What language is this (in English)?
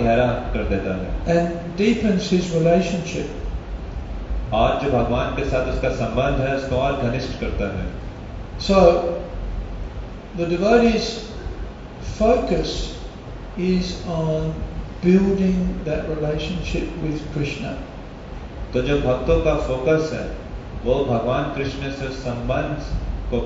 Hindi